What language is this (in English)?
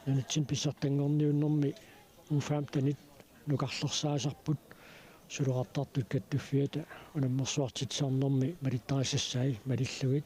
Kalaallisut